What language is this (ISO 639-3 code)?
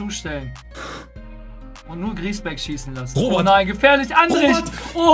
deu